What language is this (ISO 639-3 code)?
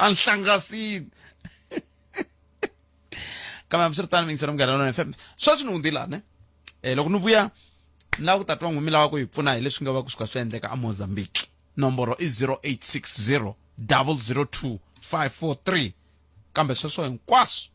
tso